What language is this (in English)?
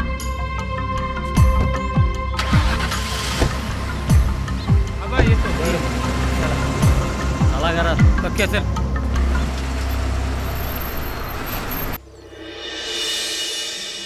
Marathi